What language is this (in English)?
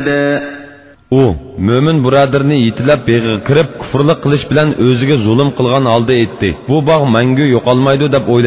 Uyghur